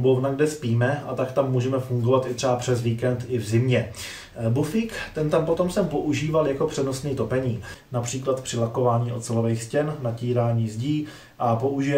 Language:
Czech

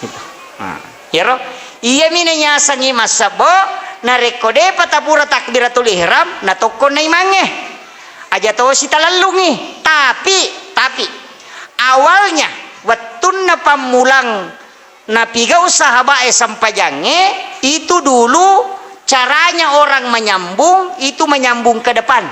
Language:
Buginese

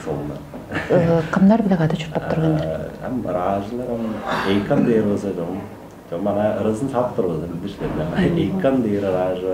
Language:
Tuvinian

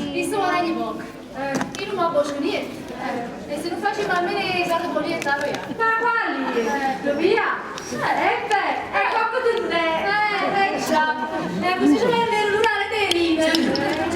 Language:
Neapolitan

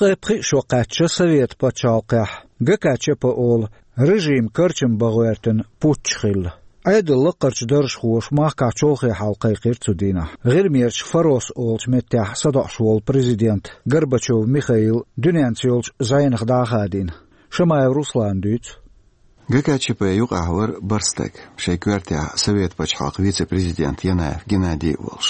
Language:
Chechen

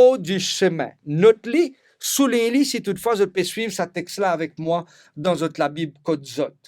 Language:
Morisyen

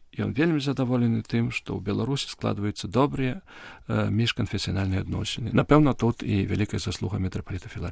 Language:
Belarusian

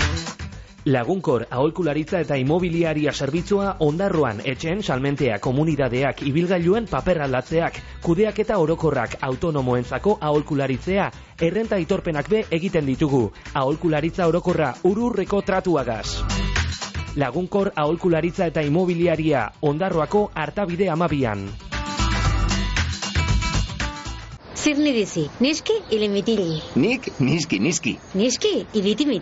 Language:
Basque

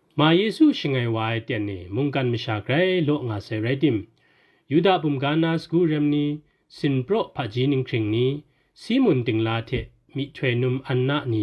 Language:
Kachin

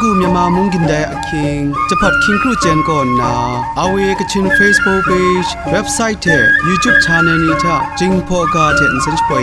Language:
Kachin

